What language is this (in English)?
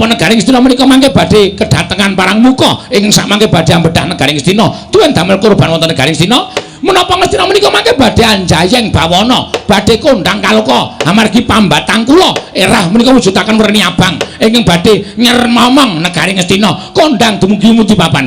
Javanese